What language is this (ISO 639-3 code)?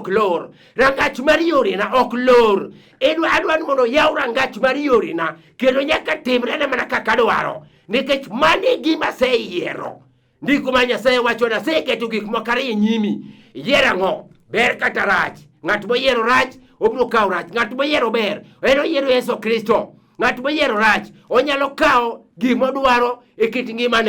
luo